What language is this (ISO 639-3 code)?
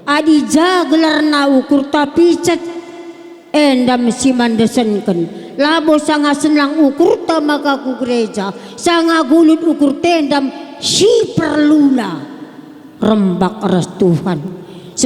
btx